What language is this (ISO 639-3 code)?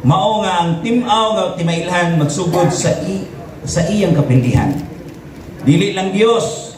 ceb